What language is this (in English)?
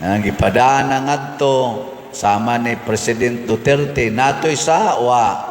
Cebuano